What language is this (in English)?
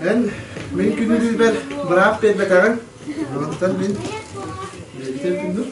Yakut